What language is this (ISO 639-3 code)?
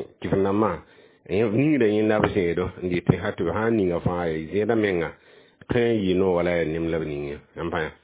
mos